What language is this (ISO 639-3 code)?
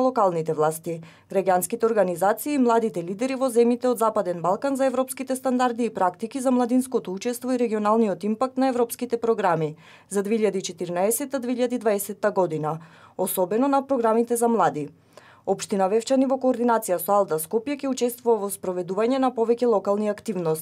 mkd